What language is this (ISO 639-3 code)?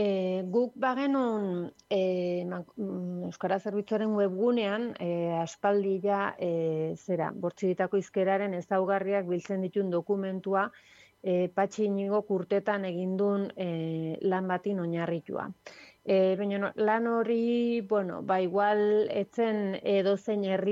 eus